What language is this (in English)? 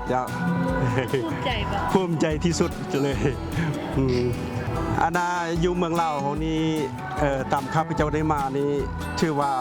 Lao